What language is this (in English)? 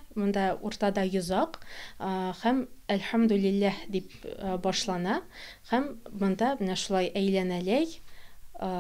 Tatar